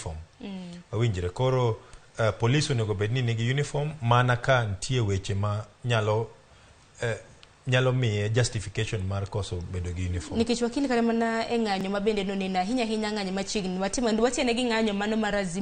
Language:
Luo (Kenya and Tanzania)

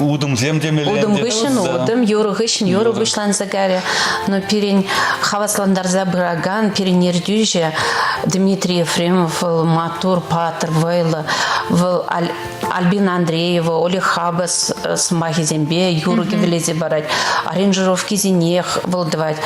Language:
Chuvash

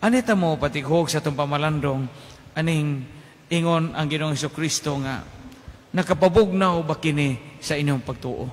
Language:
Cebuano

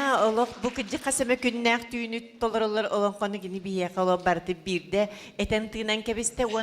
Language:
Yakut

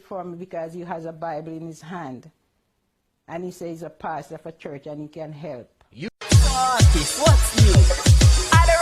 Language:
Jamaican Creole English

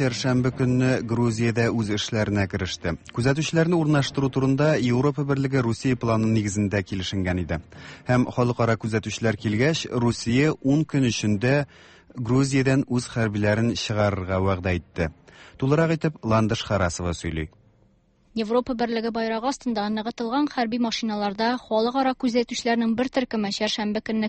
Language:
Tatar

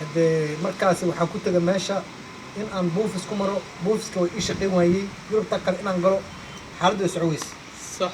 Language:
Somali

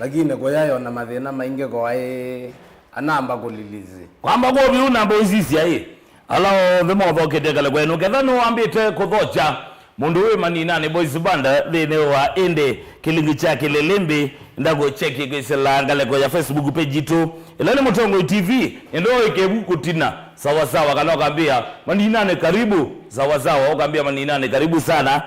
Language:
Kamba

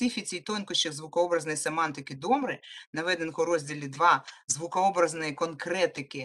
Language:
Ukrainian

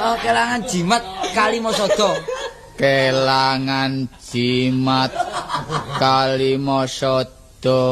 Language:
Javanese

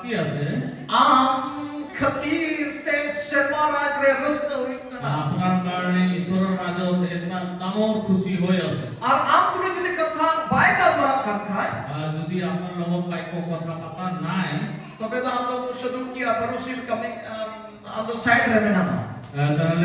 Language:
Santali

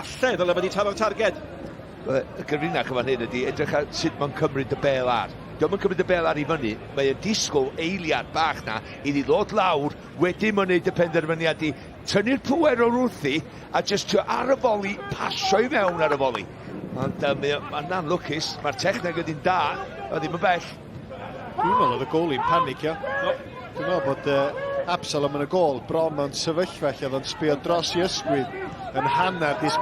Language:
Welsh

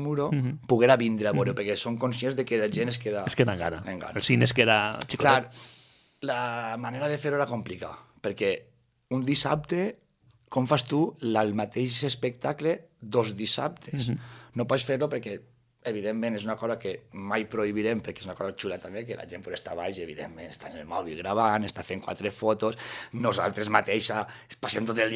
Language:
Catalan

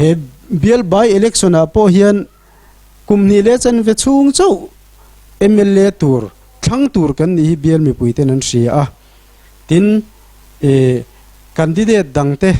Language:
Mizo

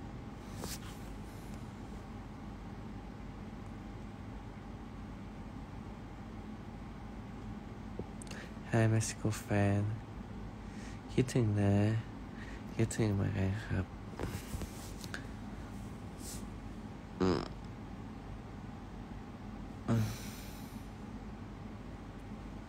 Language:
Thai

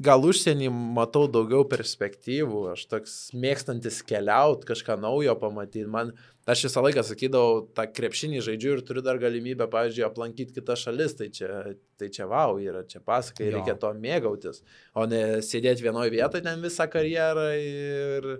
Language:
Lithuanian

